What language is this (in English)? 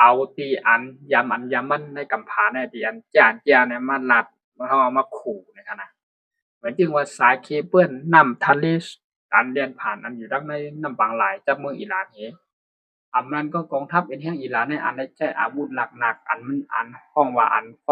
Shan